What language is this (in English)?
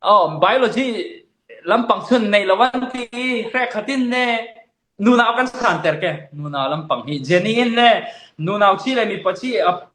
Falam Chin